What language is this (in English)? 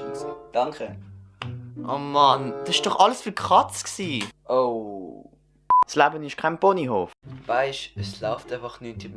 Swiss German